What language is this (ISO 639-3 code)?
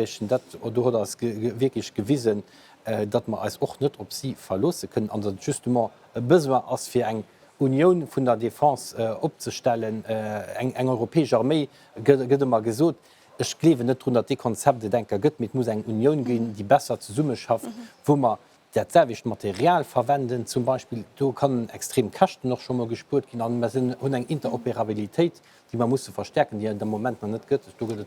ltz